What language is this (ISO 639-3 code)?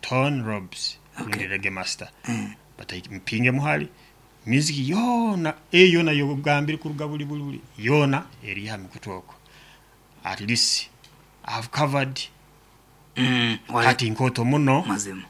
nyo